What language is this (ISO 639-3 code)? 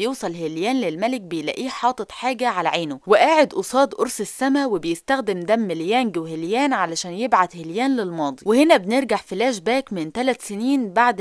arz